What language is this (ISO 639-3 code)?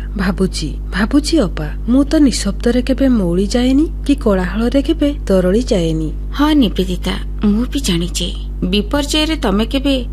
ori